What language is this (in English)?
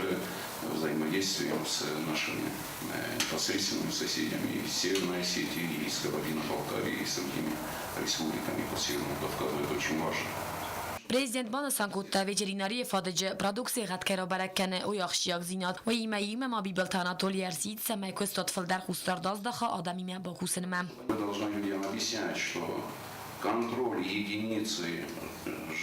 Ossetic